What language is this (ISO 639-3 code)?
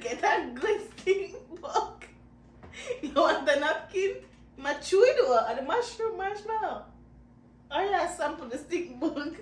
jam